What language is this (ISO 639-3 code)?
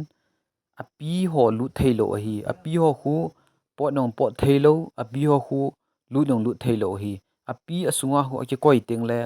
tcz